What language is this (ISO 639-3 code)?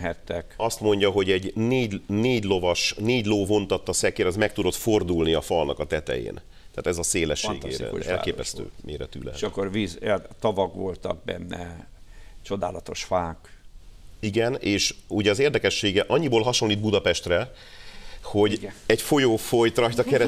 hun